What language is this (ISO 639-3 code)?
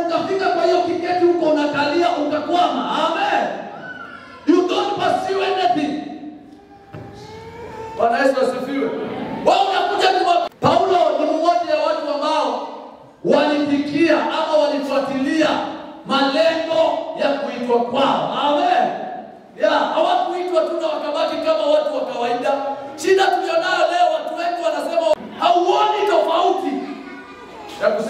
swa